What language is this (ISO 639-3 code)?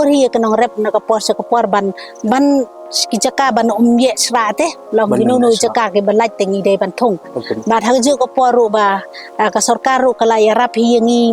kha